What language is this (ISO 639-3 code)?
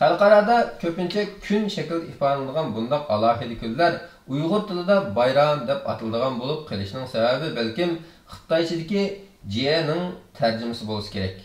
uig